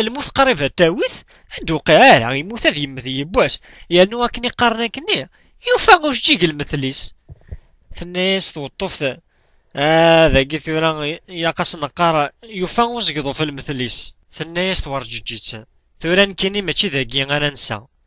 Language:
Kabyle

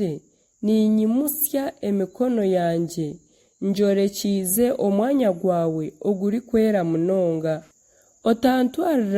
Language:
Nyankole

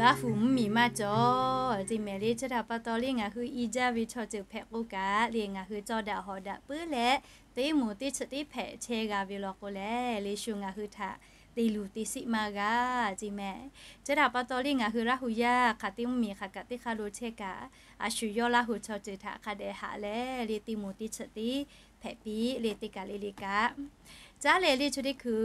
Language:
Lahu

